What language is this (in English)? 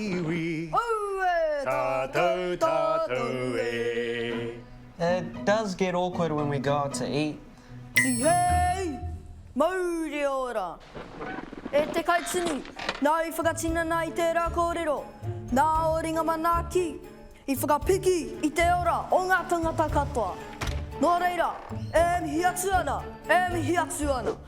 Māori